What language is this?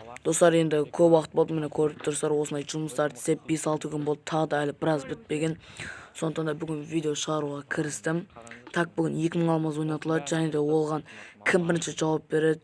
Kazakh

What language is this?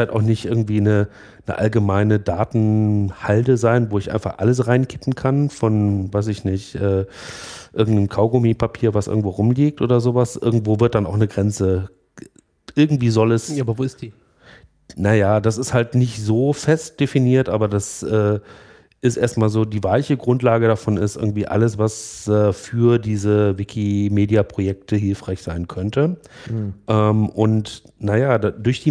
German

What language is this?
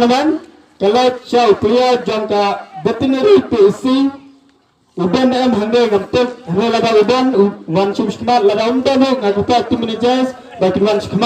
Khasi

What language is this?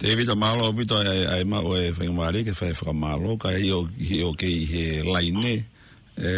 Tongan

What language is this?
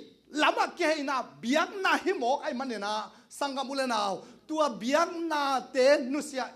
Tedim Chin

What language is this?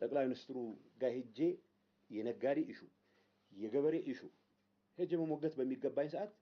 Amharic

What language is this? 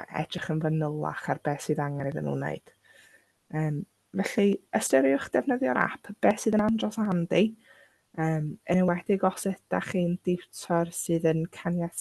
Welsh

